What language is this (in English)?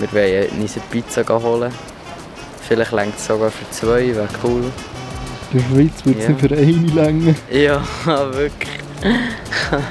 Swiss German